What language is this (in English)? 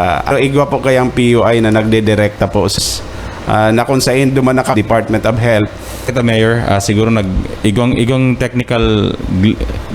Bikol